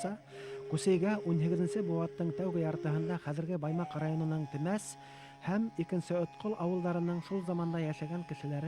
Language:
Bashkir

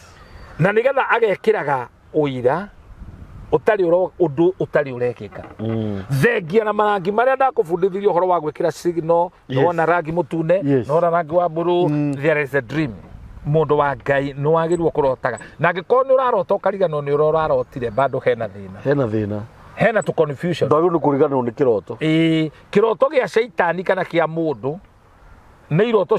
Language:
Kikuyu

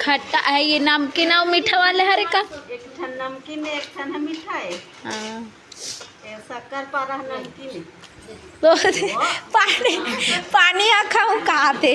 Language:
Chhattisgarhi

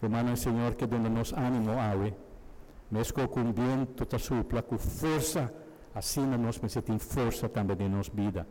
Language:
Papiamento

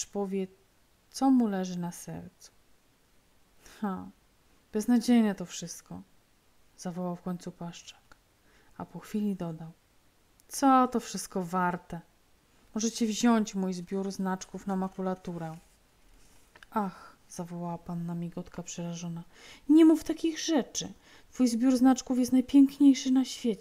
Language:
Polish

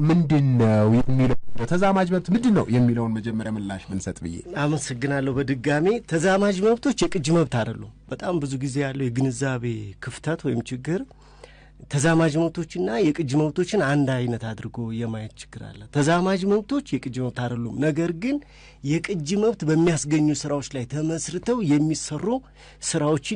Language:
Amharic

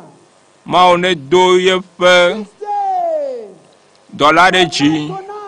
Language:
Ewe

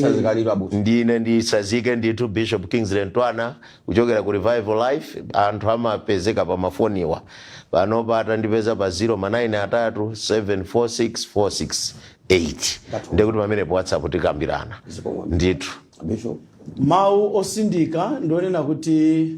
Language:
Nyanja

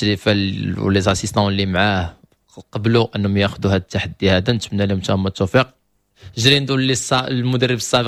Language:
Moroccan Arabic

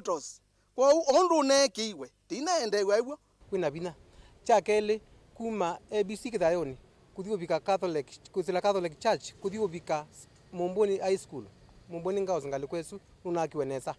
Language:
Kamba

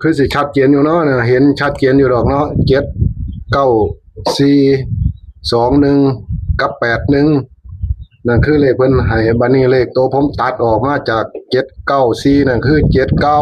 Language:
Northeastern Thai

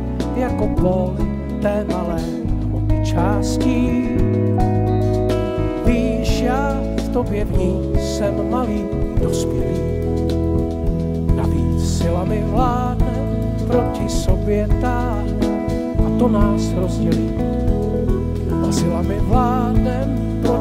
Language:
Czech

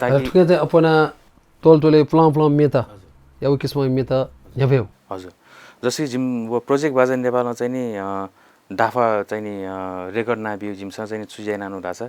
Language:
Newari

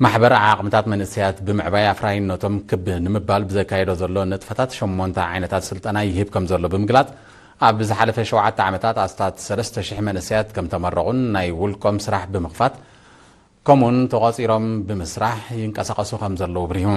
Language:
Tigrinya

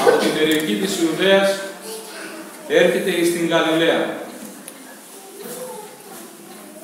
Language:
Greek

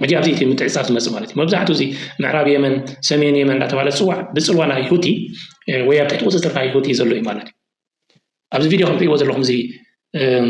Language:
Tigrinya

